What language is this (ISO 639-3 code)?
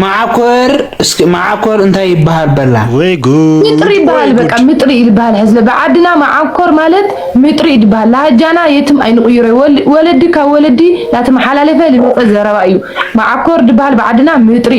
tir